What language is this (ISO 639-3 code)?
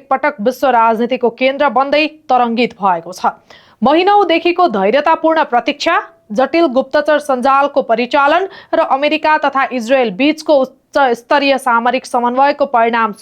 nep